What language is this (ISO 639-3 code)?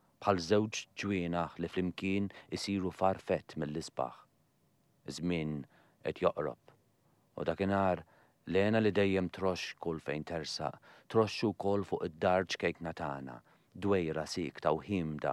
mlt